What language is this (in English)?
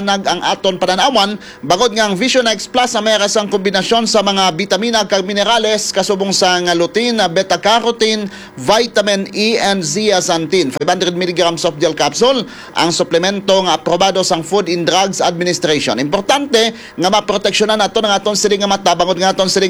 Hiligaynon